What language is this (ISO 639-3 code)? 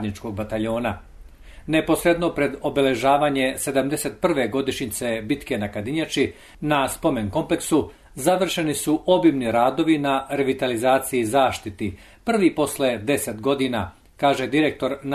srp